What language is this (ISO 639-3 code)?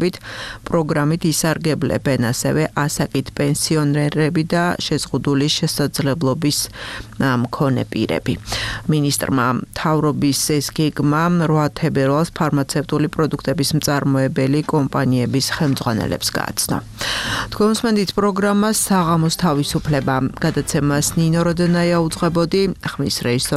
kat